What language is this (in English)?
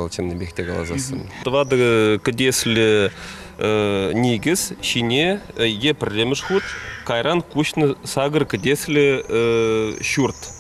Chuvash